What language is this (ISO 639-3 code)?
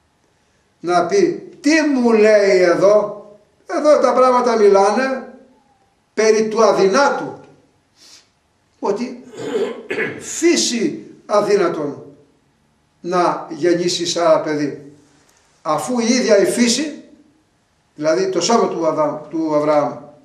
ell